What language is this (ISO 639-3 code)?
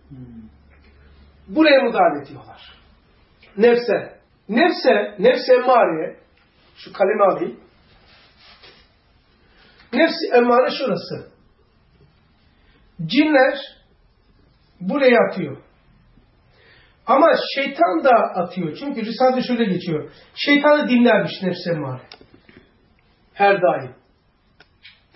tur